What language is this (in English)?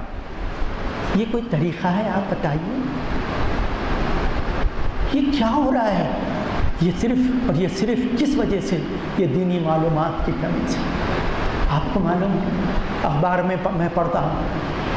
Urdu